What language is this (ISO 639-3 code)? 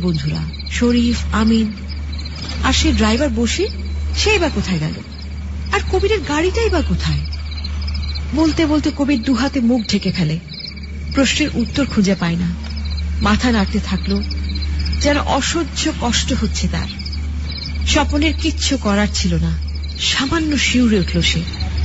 ben